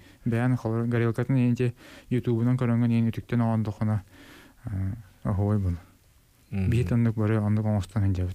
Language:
Yakut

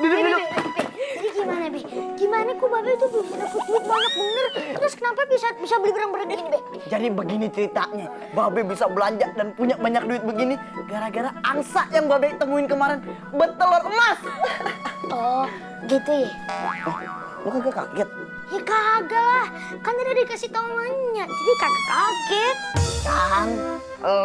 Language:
Betawi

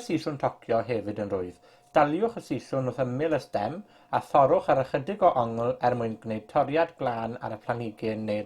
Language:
Welsh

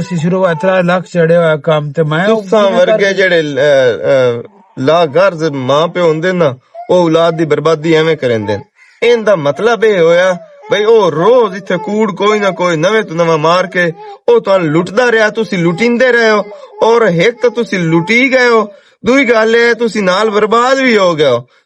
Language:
Western Panjabi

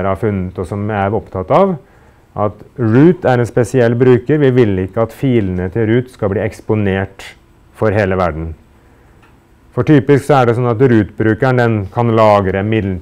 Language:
Norwegian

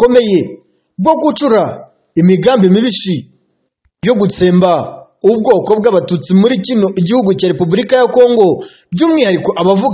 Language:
Kinyarwanda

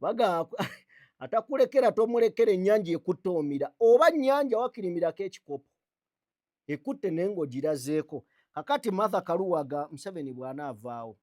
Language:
Ganda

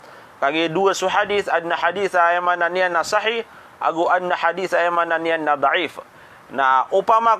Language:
Maranao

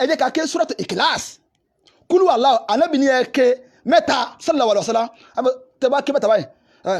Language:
Yoruba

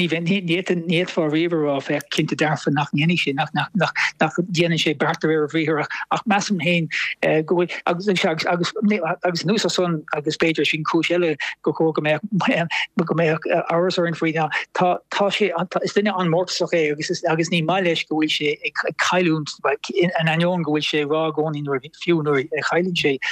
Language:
Irish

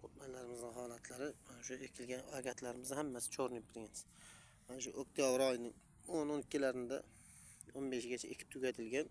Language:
Uzbek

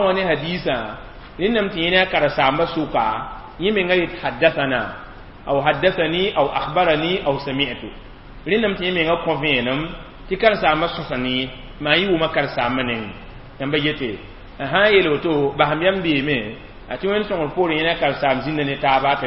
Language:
Mossi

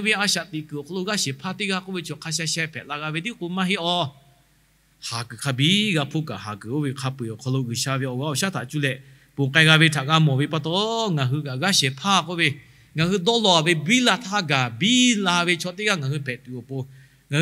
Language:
Lahu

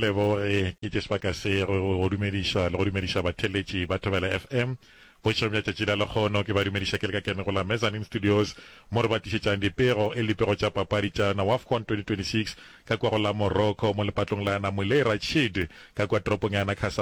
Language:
Northern Sotho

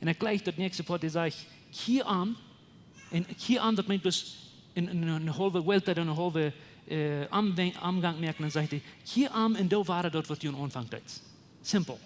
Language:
Plautdietsch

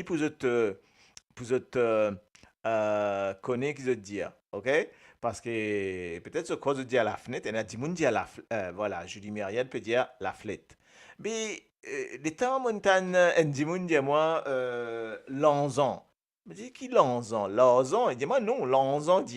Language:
Morisyen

